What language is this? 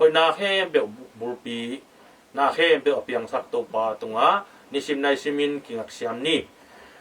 Tedim Chin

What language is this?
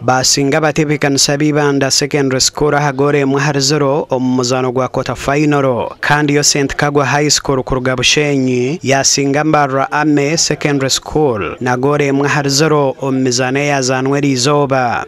Nyankole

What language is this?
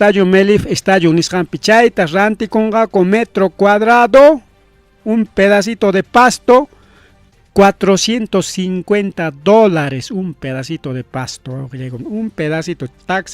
Ayacucho Quechua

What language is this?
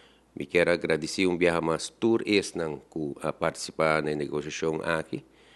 Papiamento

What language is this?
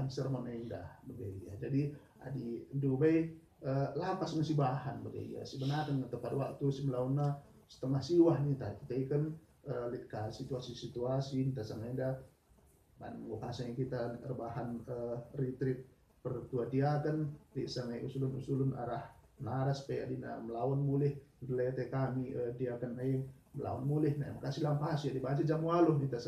Batak Karo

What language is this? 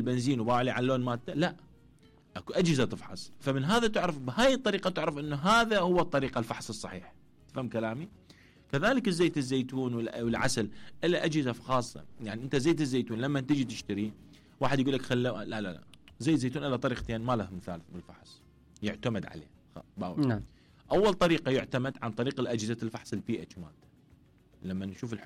Mesopotamian Arabic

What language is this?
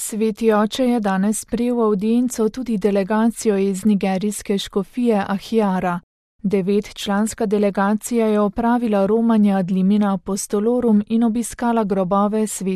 Slovenian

